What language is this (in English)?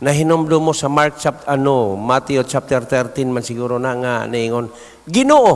Cebuano